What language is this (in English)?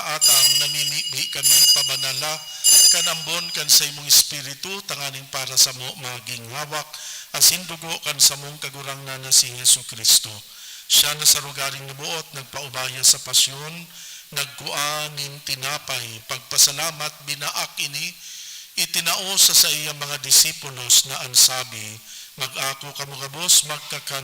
Bikol